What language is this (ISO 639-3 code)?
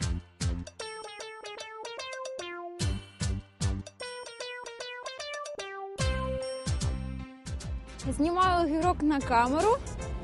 ukr